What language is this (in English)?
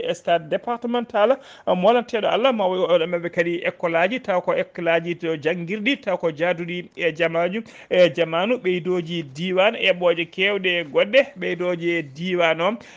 Fula